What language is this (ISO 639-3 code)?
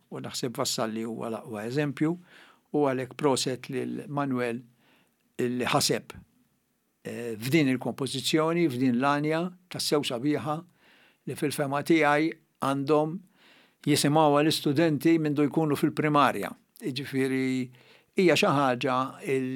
mlt